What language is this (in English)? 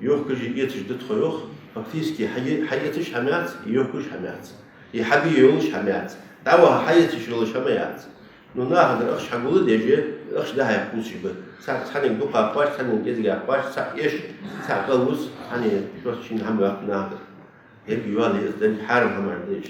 Ingush